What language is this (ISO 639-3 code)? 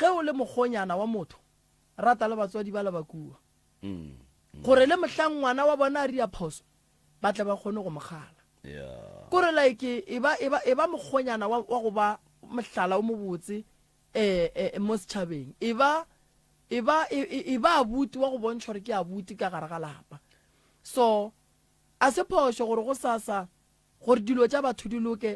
nso